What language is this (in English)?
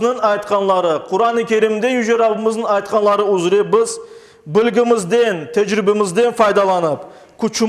Crimean Tatar